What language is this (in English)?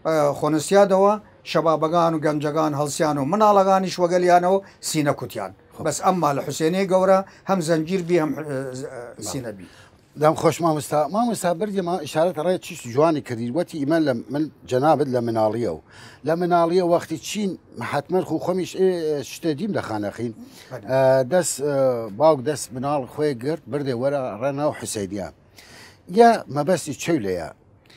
Southern Kurdish